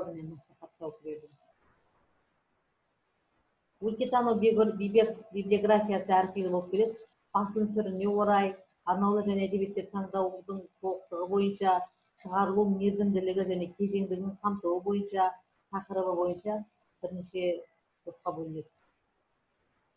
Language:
Kazakh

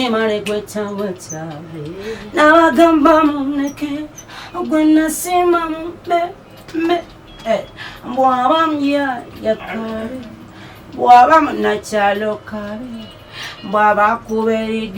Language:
Ganda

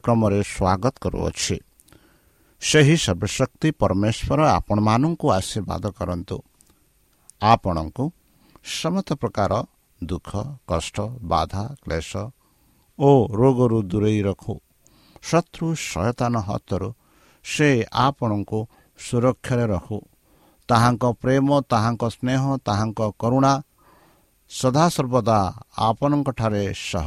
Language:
Odia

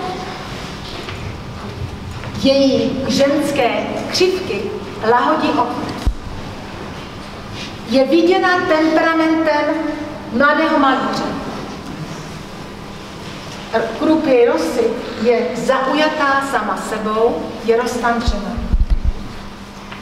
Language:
Czech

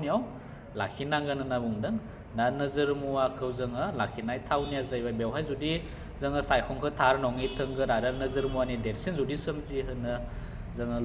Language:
Bodo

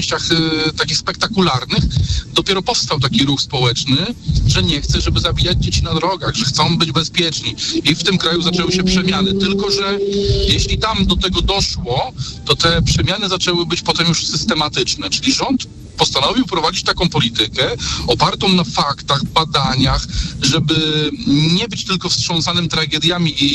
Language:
Polish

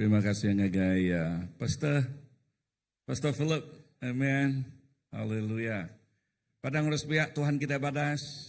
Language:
Iban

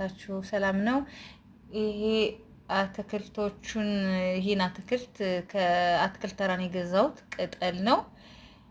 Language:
Amharic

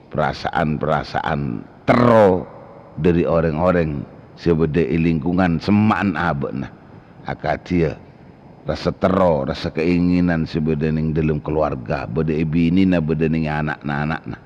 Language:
Madurese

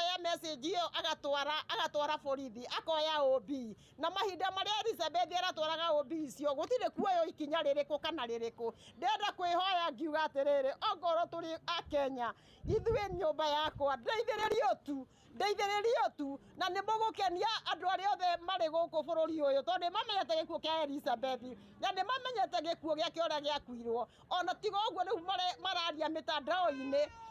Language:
Kikuyu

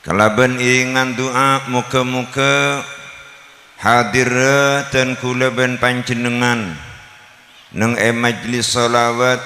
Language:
Madurese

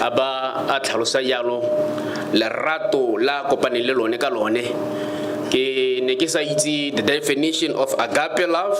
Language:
Tswana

